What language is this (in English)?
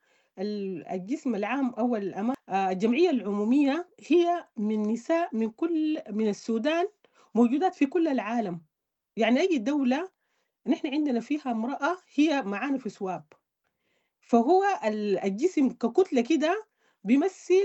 Sudanese Arabic